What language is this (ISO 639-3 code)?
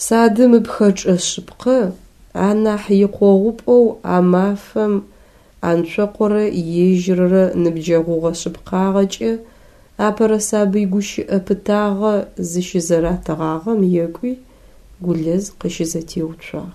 ady